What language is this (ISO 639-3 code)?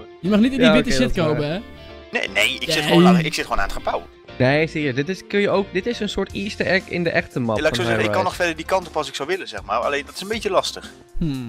nld